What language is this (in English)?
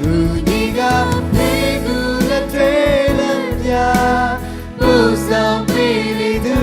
Lahu